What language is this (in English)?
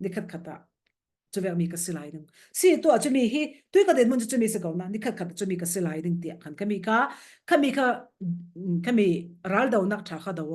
Falam Chin